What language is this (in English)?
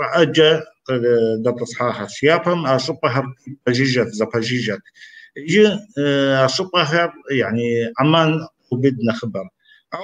Kabardian